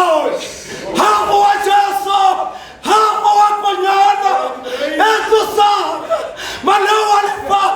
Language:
Tswana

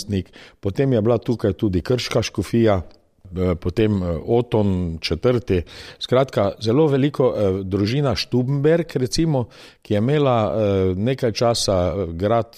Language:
Slovenian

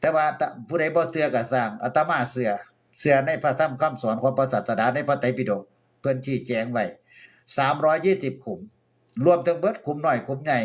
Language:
Northeastern Thai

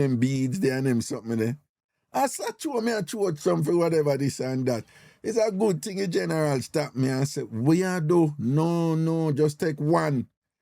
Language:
Jamaican Creole English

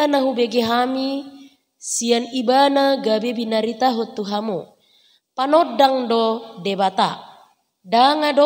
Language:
Batak Toba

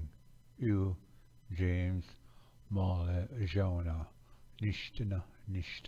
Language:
Ojibwa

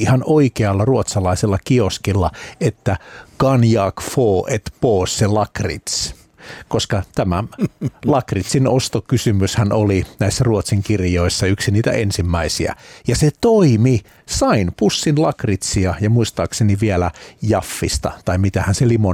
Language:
Finnish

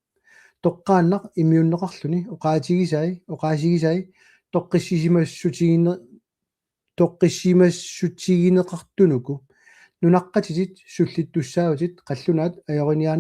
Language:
Kalaallisut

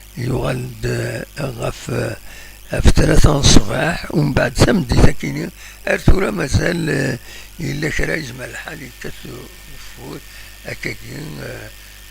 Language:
Kabyle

